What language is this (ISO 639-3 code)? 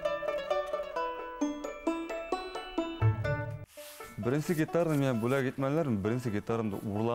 bak